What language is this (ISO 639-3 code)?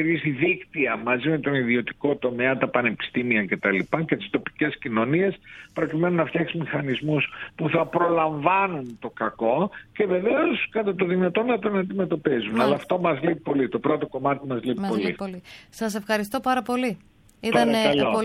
ell